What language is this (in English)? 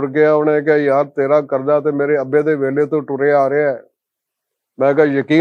Western Panjabi